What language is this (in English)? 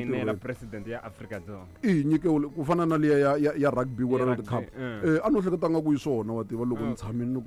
Tsonga